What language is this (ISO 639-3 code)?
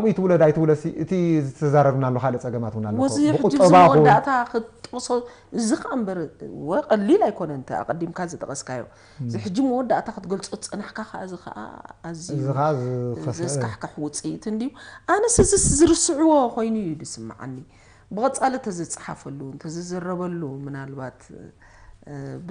tir